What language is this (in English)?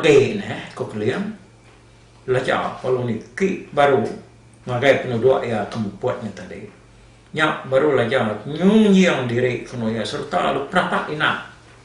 Iban